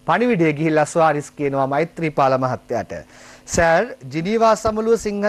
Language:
Sinhala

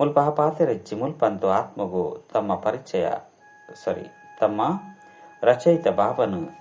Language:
Tulu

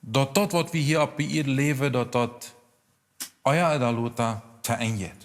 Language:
Plautdietsch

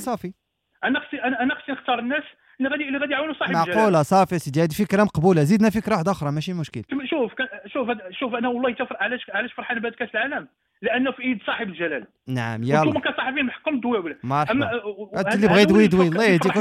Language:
Moroccan Arabic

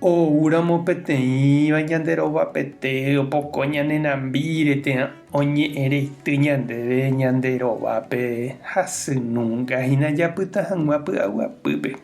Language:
Guarani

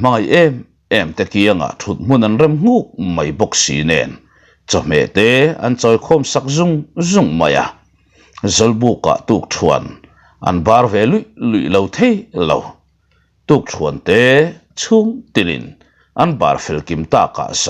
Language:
Mizo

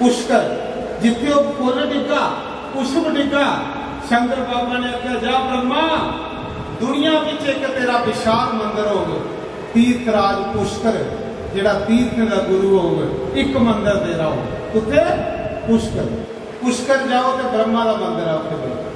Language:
Dogri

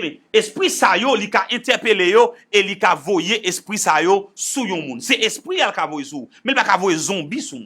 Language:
Haitian Creole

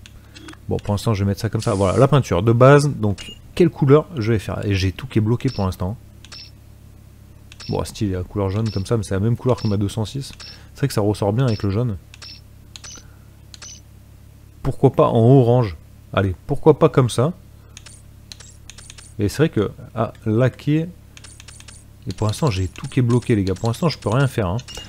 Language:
French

